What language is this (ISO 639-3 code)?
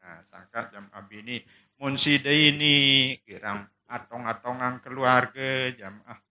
sas